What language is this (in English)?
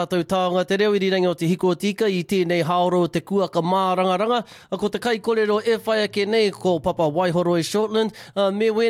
Māori